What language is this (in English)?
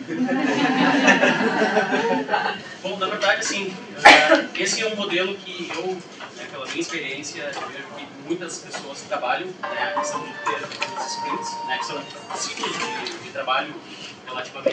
Portuguese